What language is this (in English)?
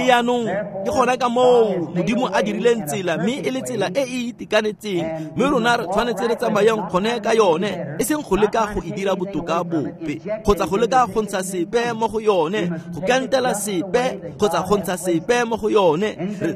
Tswana